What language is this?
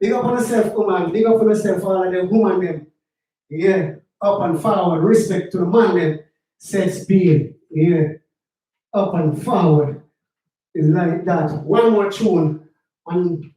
Jamaican Creole English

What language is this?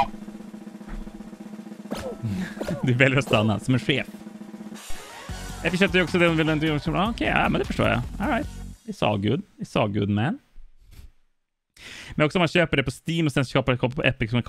Swedish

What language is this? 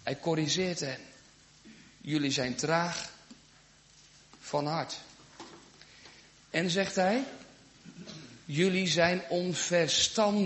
Dutch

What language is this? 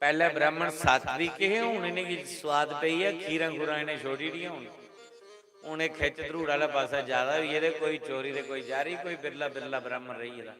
Dogri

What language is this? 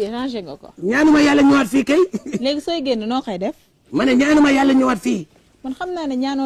Wolof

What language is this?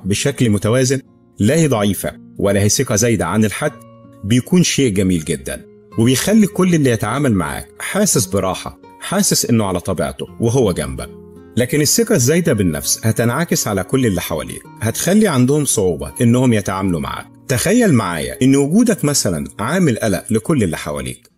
Egyptian Arabic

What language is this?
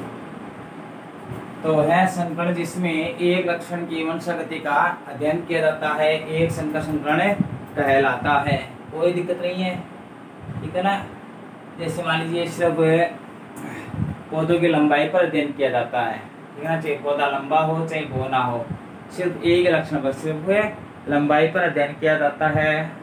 Hindi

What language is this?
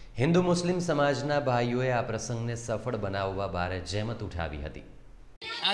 Gujarati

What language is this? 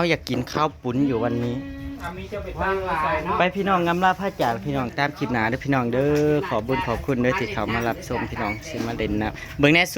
Northeastern Thai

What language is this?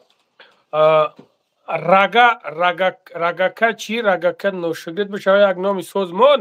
Tajik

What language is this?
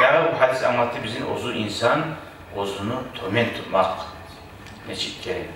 Kumyk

